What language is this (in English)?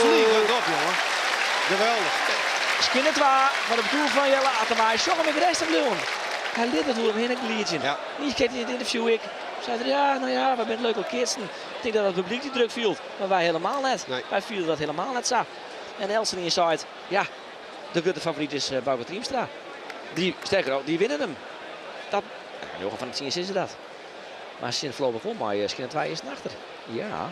Western Frisian